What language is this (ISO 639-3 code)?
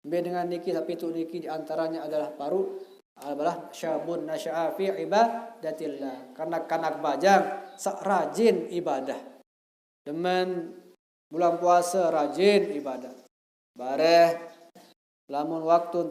sas